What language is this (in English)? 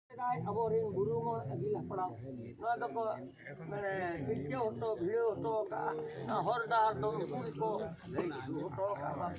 Santali